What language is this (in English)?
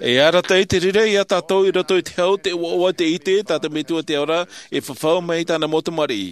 Tahitian